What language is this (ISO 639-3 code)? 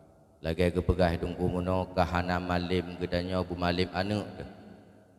ace